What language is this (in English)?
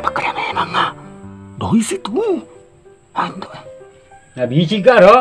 Buginese